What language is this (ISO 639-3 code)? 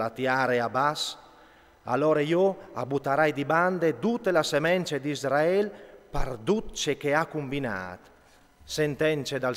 fur